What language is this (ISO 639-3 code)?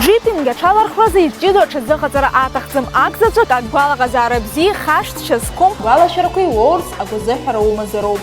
abk